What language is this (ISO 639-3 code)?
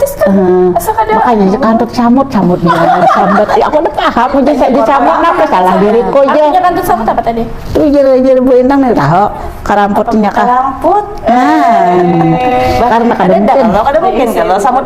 bjn